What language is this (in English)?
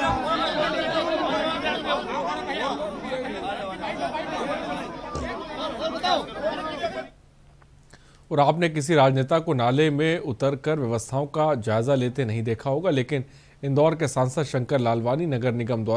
Hindi